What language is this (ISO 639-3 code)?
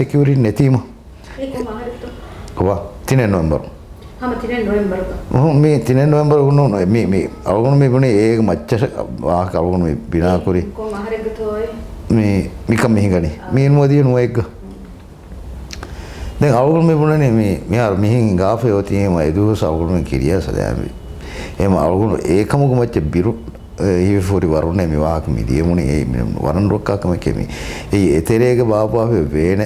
div